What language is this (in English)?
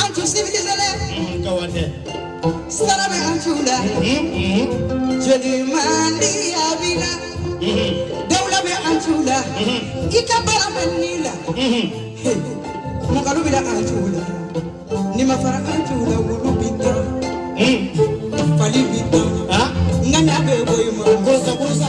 Bambara